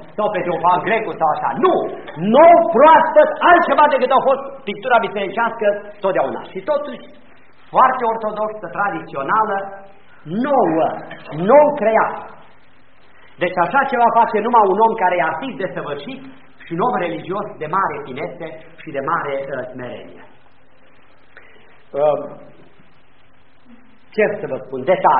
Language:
Romanian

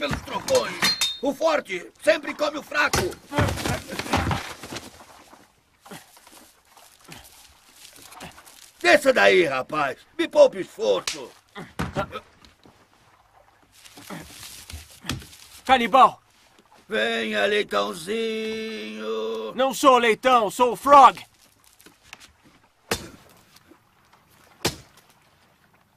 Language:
Portuguese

